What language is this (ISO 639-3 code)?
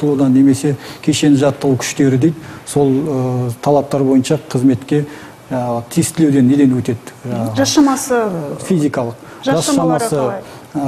kaz